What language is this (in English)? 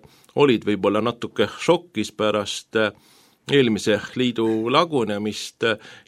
Estonian